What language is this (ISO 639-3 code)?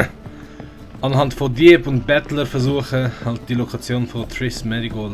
gsw